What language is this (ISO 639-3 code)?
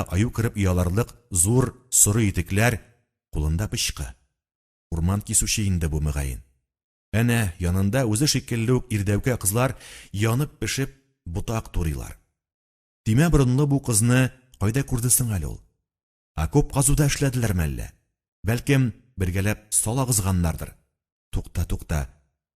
tat